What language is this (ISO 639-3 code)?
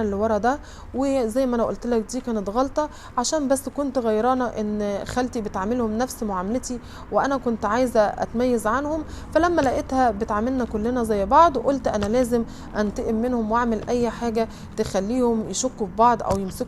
arz